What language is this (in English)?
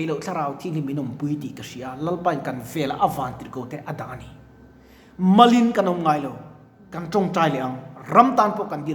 Mizo